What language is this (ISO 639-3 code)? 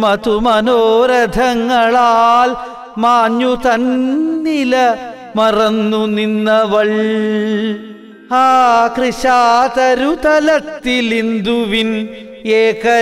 mal